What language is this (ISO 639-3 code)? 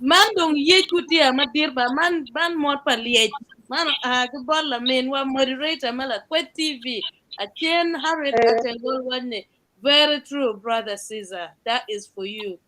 ach